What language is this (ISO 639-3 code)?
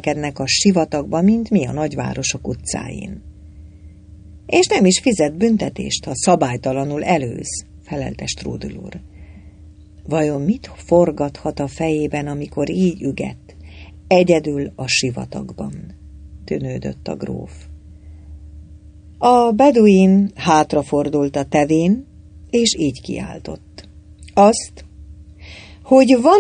hun